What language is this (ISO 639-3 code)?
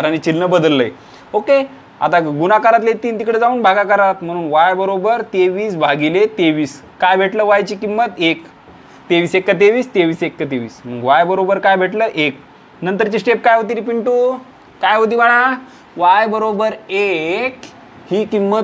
mar